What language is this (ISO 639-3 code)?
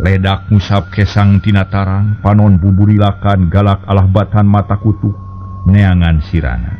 sun